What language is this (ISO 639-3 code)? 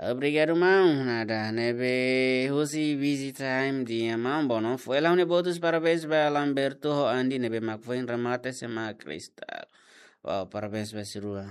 tet